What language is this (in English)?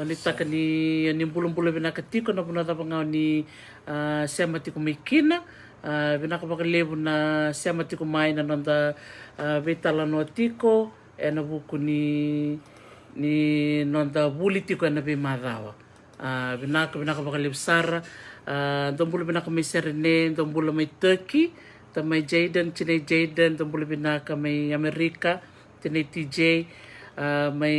Fijian